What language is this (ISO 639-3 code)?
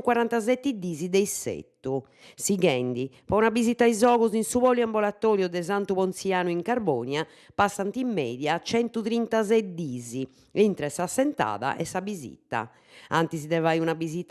srd